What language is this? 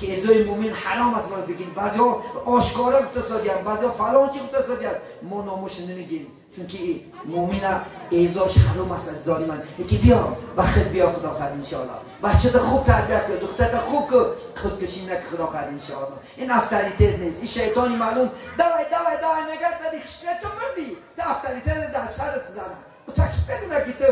Tajik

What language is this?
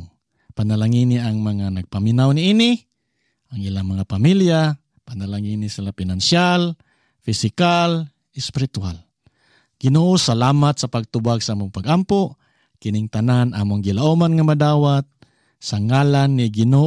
Cebuano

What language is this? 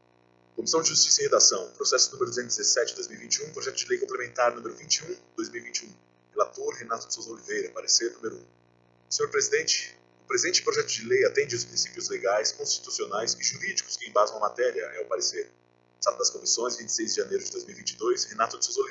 Portuguese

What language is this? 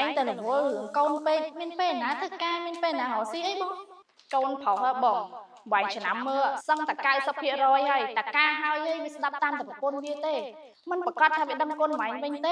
Khmer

